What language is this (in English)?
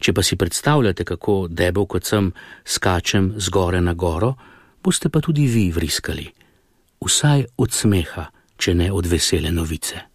Slovenian